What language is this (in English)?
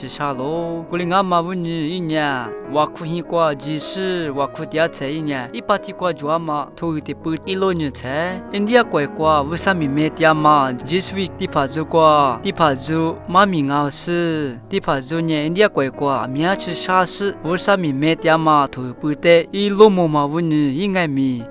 Lisu